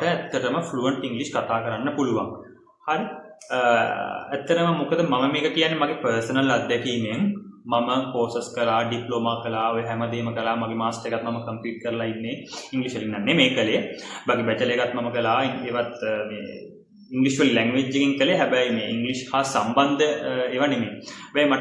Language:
Sinhala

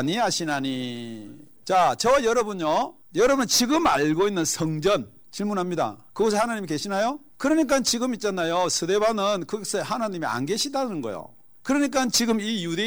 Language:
Korean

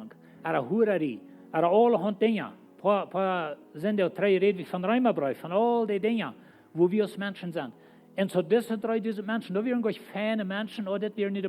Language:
Plautdietsch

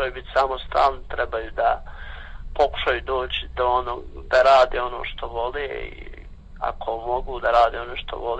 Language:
Croatian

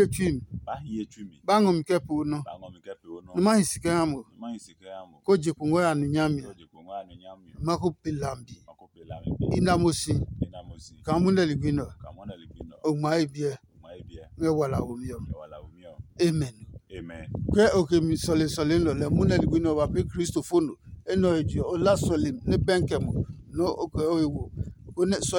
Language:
Adangme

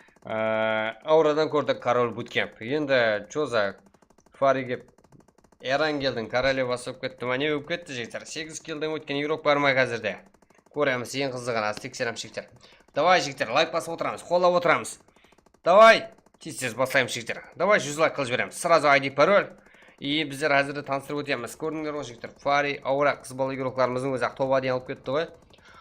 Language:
Kara-Kalpak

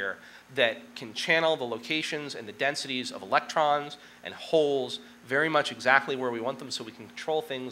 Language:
English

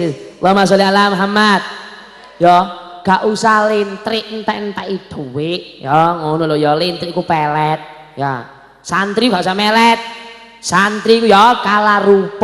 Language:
Javanese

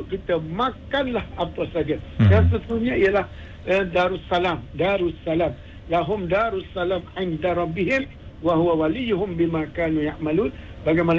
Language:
Malay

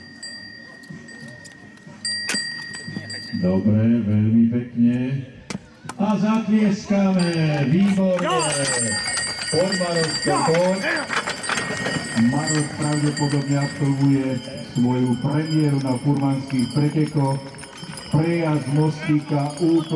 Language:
Slovak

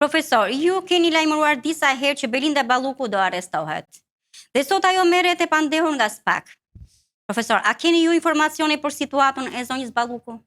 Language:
Albanian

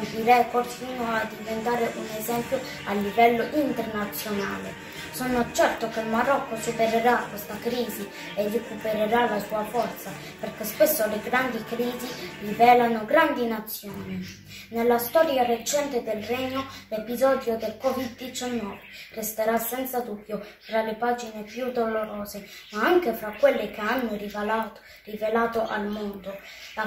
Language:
Italian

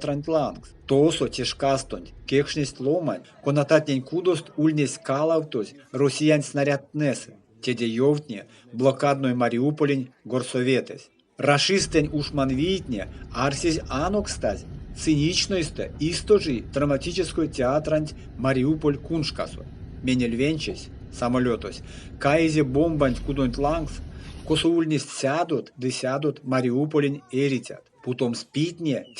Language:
Erzya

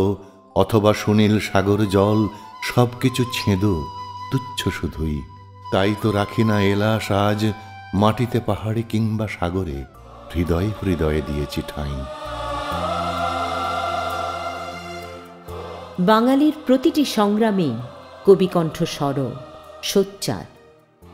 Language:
Bangla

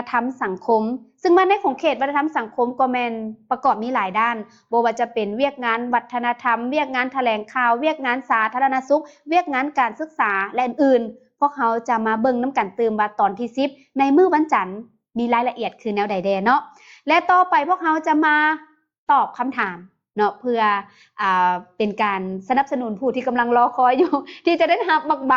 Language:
Lao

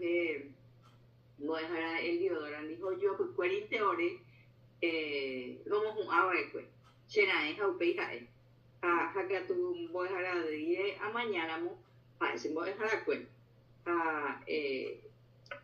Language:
Guarani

